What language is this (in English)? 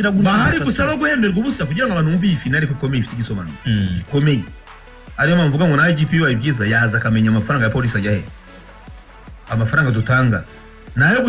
Kinyarwanda